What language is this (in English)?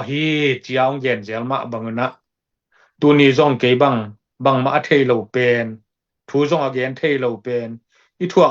Tedim Chin